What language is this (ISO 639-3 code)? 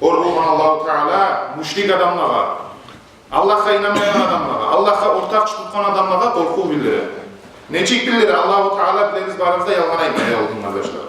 kum